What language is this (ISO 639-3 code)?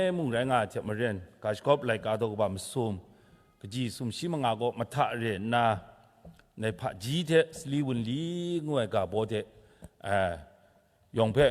kac